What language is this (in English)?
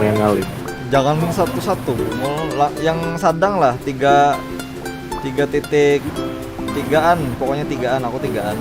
Banjar